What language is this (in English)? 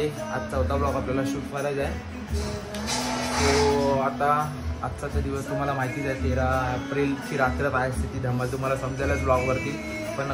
Marathi